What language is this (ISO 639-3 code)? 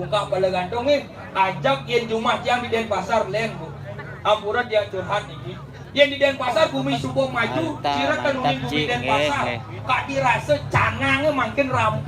ban